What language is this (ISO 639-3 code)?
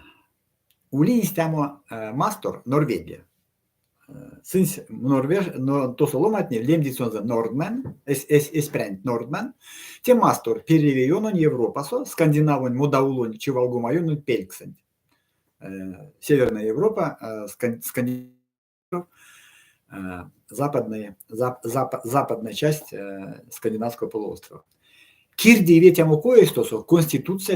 myv